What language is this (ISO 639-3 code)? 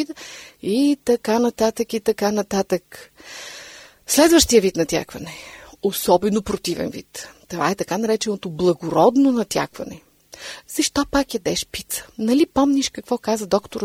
bul